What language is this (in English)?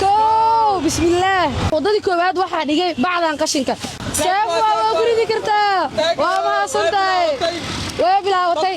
Somali